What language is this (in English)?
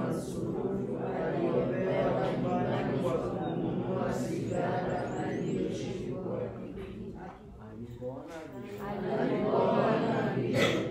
Swahili